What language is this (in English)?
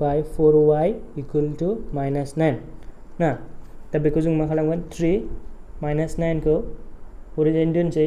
Bodo